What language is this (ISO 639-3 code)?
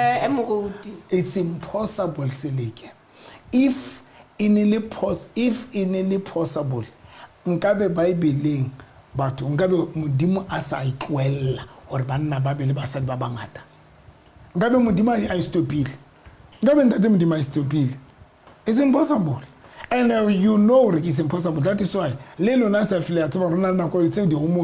sot